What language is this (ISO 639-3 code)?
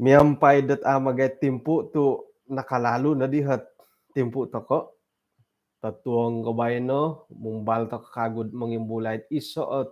dtp